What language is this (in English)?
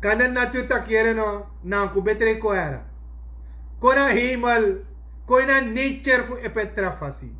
Sranan Tongo